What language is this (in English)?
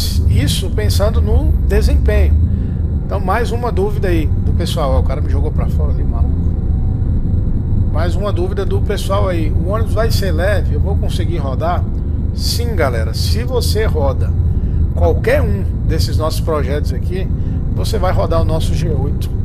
Portuguese